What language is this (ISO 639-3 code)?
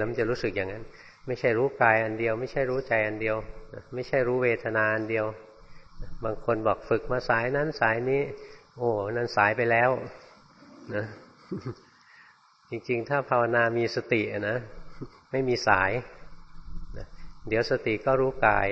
tha